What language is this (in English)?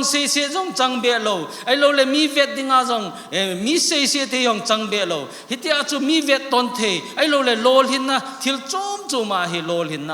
Thado Chin